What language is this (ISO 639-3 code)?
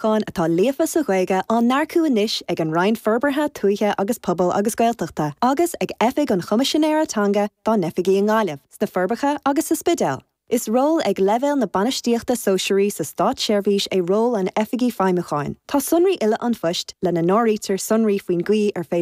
gle